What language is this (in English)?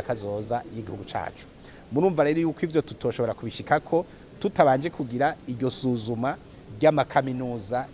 Rundi